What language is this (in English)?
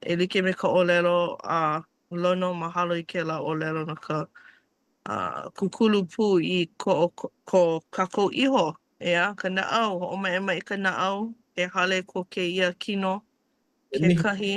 Hawaiian